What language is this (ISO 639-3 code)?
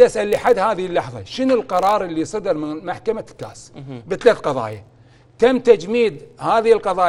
acm